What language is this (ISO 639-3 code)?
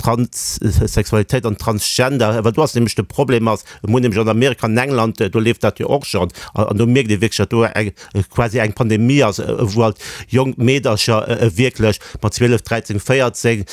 ltz